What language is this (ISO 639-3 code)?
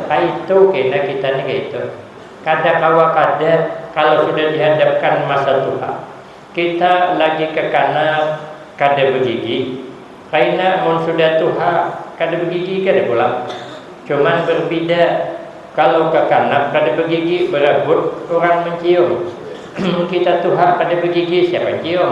bjn